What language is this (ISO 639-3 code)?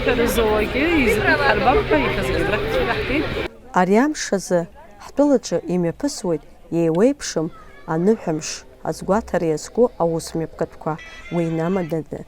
abk